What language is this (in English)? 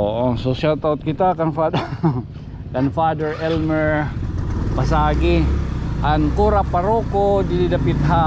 Waray